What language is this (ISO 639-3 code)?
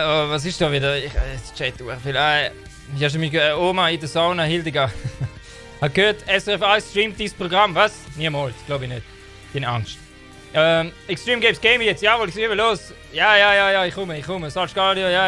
gsw